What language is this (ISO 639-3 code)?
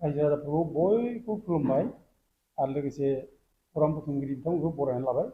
brx